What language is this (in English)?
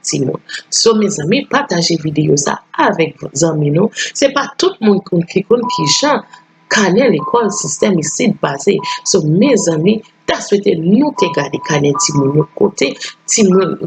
Haitian Creole